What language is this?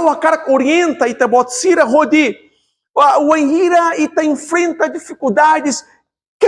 Tetum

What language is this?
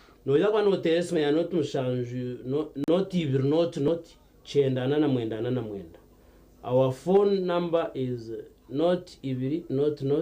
Nyankole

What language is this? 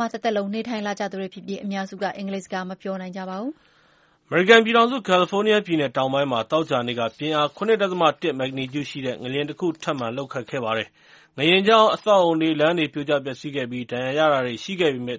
Burmese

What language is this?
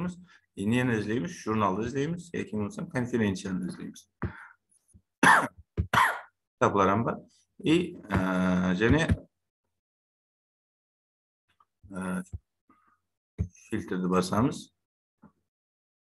Kara-Kalpak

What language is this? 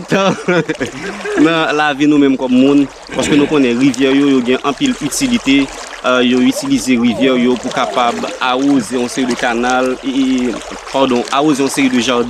Haitian Creole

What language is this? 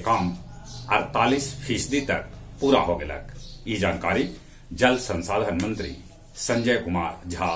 Magahi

